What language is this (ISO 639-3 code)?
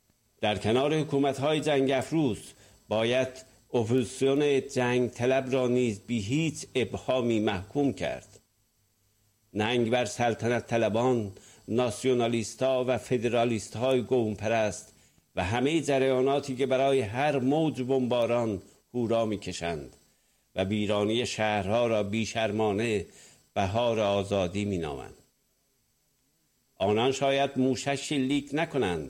fas